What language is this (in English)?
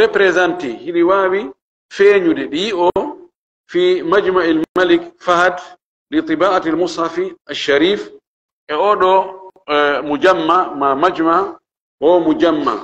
Fula